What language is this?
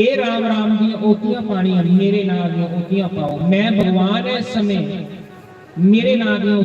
Dogri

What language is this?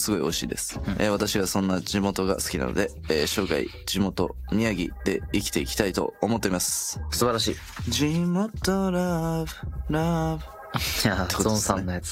Japanese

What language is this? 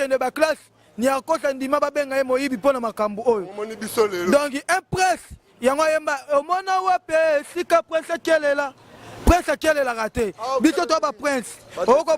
Lingala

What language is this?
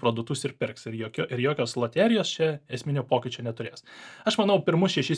Lithuanian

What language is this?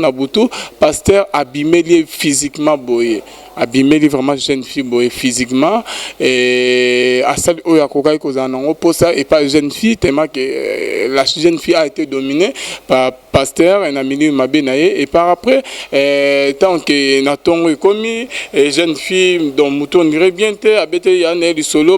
Lingala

